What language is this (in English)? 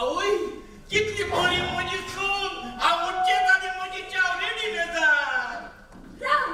Konkani